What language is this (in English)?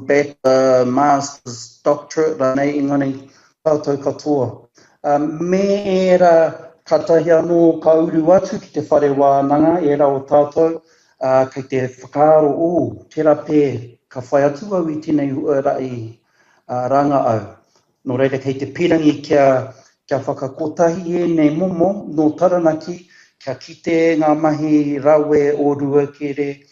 Māori